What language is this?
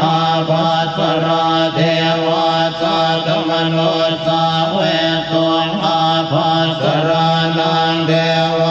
Pali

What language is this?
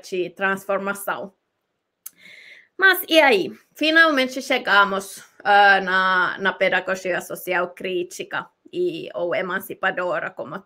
Portuguese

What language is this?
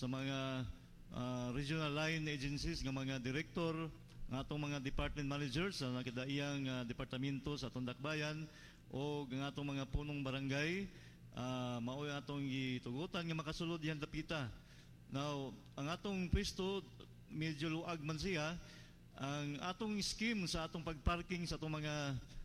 Cebuano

